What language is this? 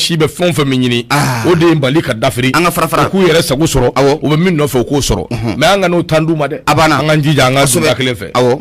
Bambara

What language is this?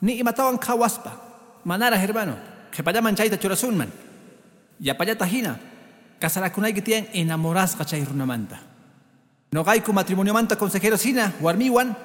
Quechua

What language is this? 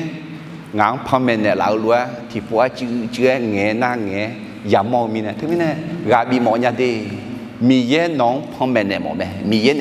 Akha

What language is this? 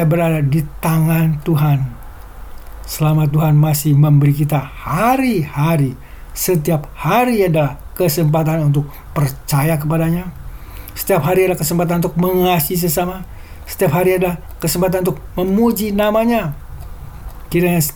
Indonesian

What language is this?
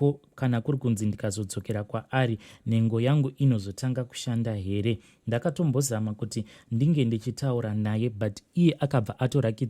Shona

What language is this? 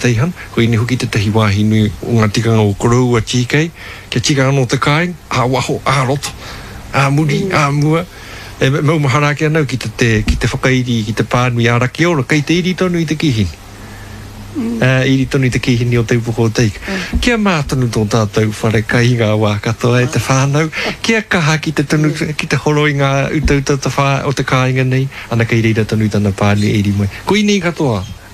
Māori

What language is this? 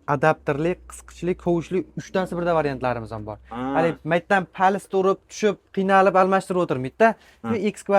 Uzbek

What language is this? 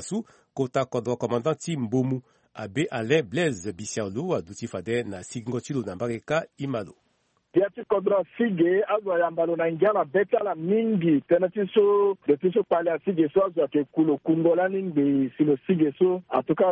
Sango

